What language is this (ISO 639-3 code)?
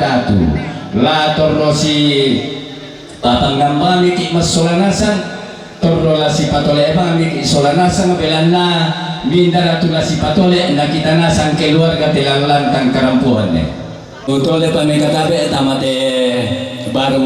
sda